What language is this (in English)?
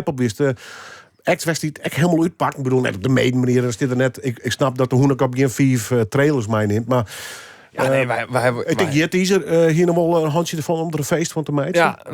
Western Frisian